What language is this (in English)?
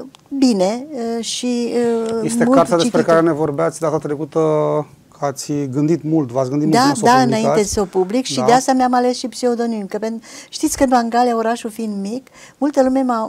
Romanian